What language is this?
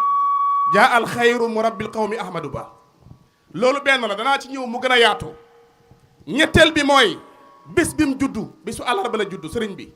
Wolof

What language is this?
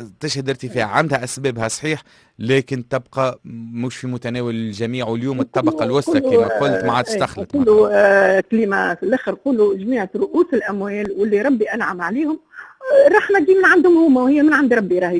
Tunisian Arabic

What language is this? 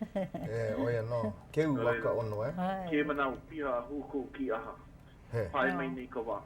Hawaiian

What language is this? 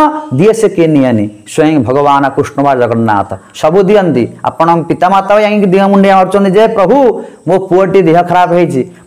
Odia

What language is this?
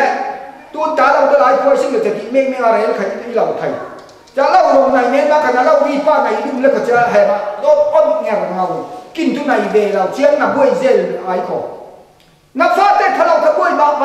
Falam Chin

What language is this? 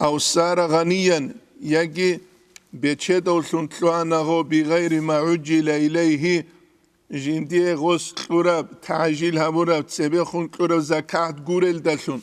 Avaric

